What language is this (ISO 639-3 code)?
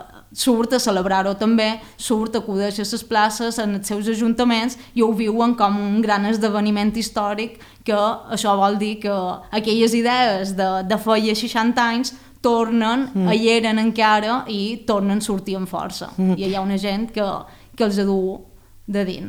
cat